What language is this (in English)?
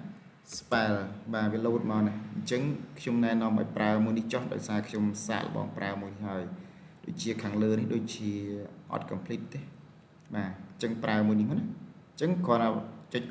Khmer